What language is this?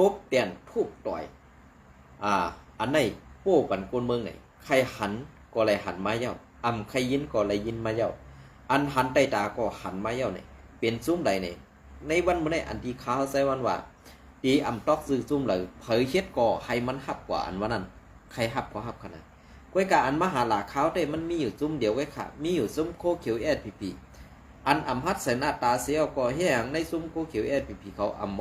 Shan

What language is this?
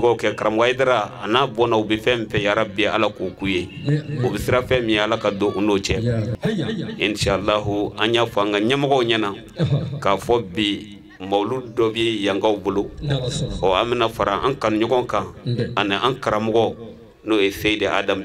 Bambara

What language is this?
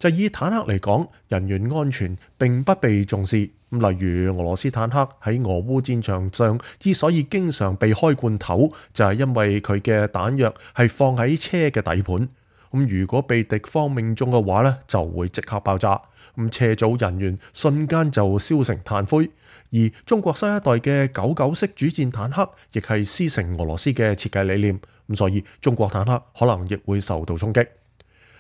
Cantonese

